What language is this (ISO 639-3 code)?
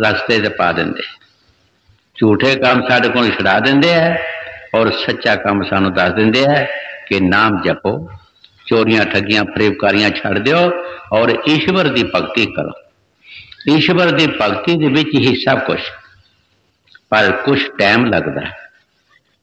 pan